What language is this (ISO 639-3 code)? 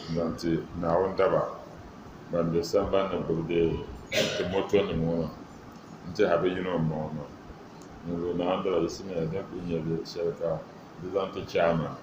dag